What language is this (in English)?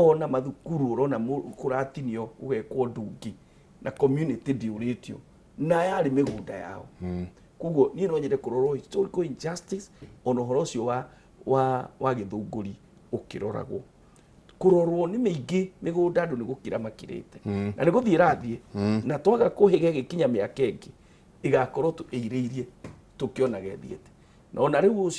Kikuyu